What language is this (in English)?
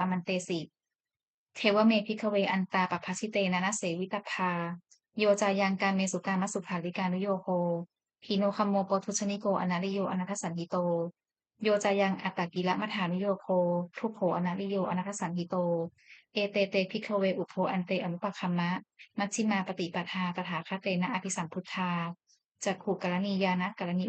Pali